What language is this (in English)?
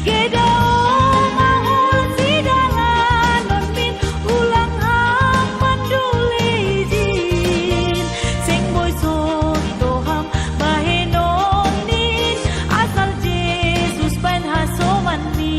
Batak Simalungun